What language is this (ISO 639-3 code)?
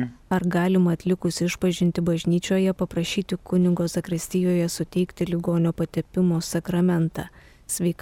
lit